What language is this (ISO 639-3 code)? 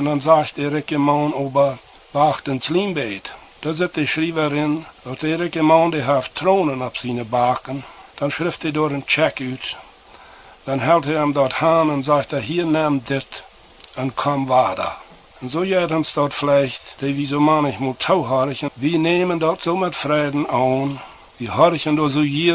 pdt